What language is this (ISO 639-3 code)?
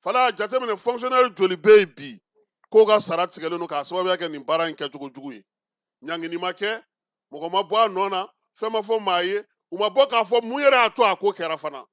bam